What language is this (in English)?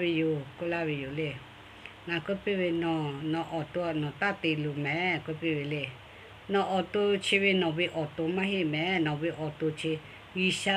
Lahu